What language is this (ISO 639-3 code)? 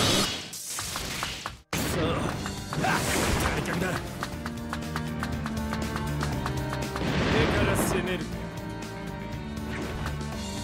jpn